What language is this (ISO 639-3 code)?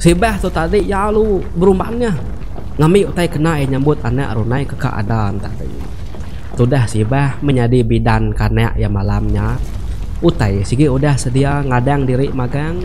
iba